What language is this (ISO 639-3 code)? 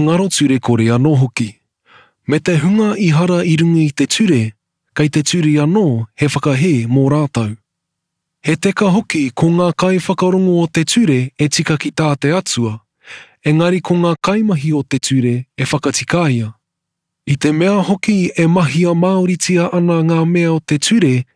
mri